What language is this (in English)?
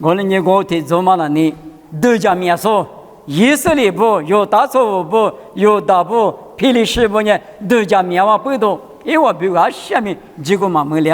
Lisu